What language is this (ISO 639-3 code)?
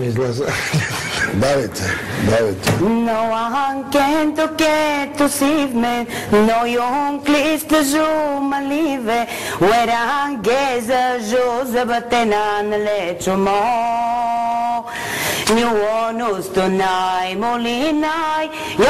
bul